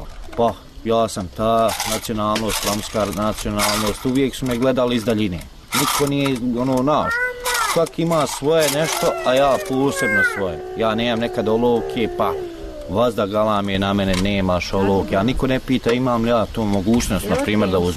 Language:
Bosnian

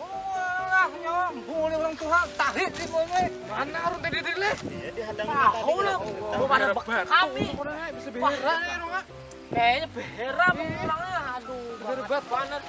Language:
Banjar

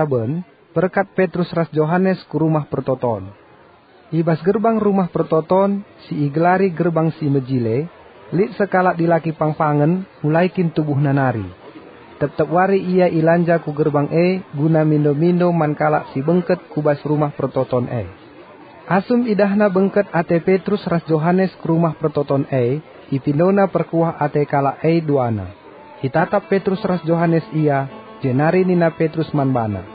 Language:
Batak Karo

